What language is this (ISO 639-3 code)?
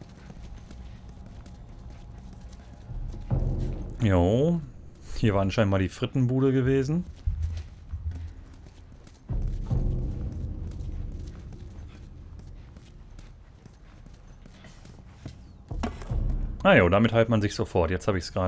deu